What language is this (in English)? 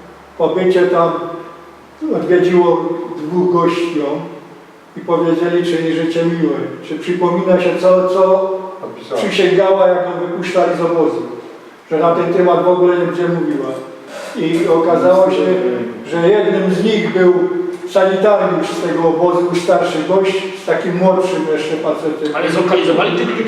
Silesian